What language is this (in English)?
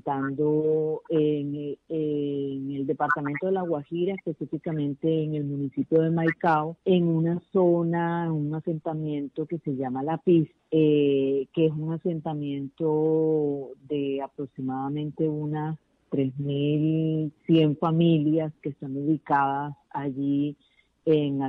Spanish